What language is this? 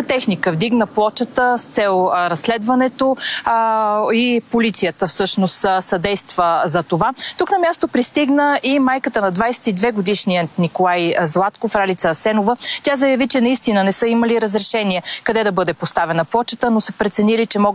Bulgarian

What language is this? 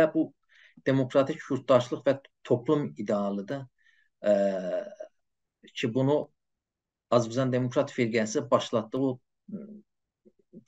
South Azerbaijani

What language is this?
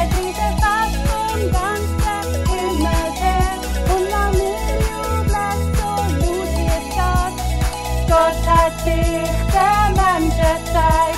Swiss German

